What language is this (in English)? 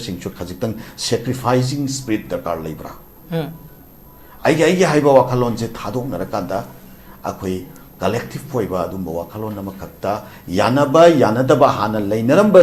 Manipuri